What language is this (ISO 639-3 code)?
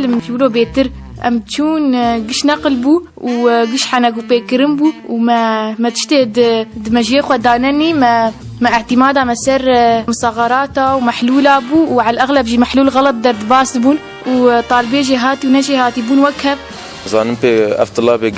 kur